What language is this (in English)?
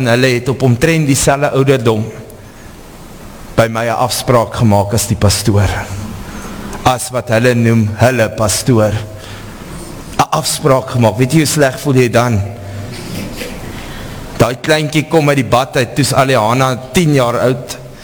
Afrikaans